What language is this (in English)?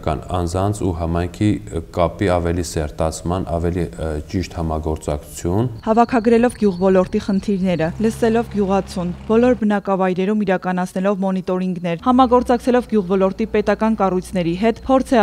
Armenian